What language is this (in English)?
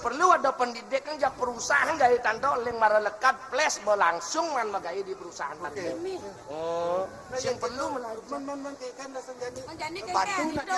Balinese